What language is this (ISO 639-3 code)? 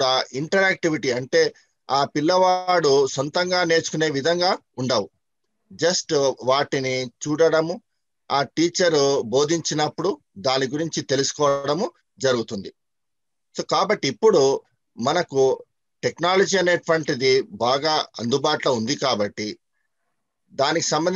tel